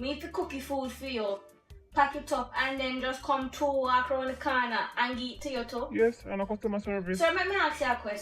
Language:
Jamaican Creole English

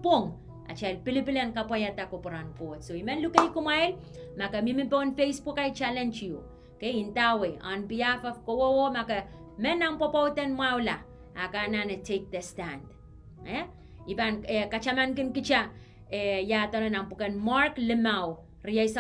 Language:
Pohnpeian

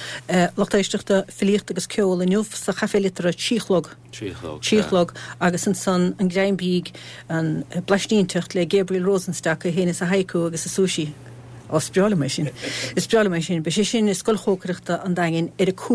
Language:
Irish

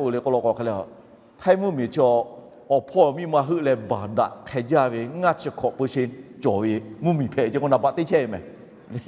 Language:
Lahu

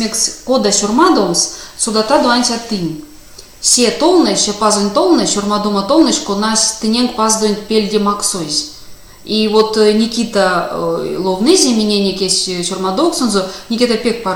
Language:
Erzya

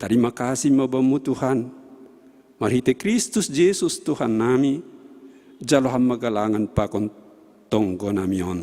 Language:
Batak Simalungun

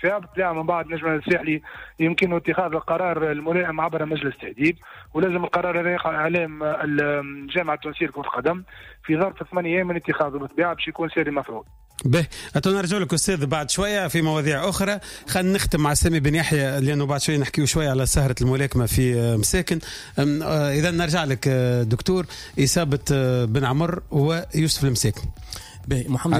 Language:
Tunisian Arabic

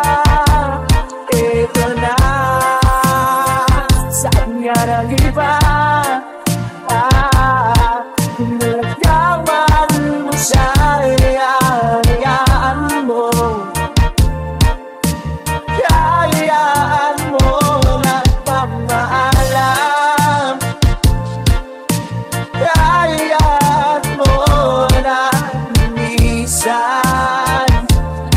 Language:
Filipino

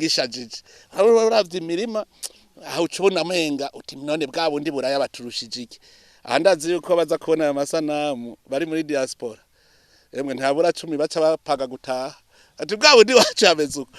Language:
Rundi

